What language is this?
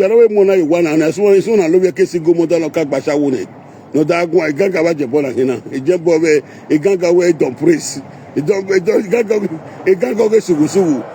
Nigerian Pidgin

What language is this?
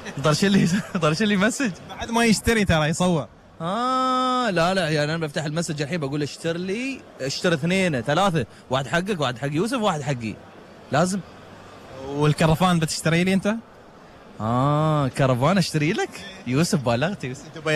Gulf Arabic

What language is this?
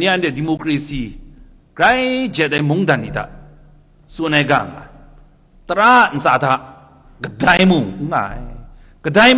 Kachin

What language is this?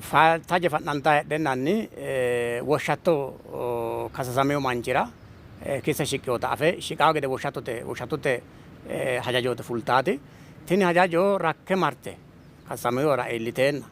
Sidamo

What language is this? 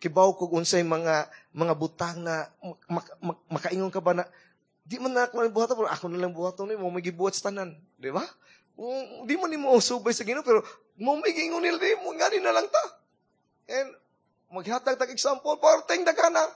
Cebuano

